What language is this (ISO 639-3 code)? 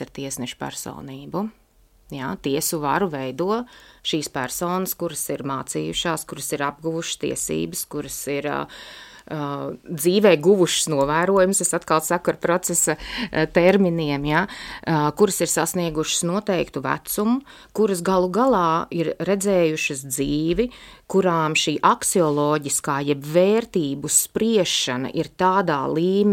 lav